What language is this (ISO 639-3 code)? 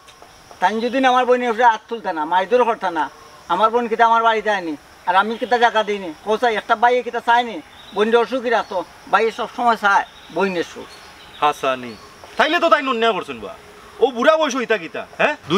syl